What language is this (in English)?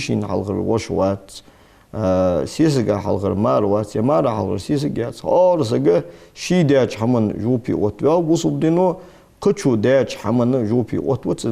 Ingush